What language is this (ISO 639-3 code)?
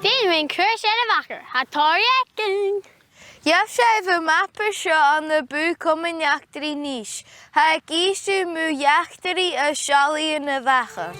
gla